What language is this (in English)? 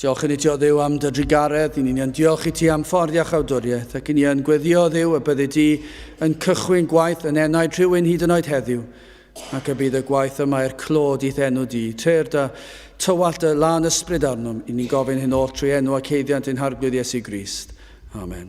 Welsh